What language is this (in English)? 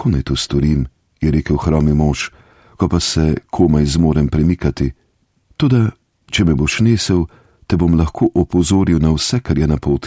Slovenian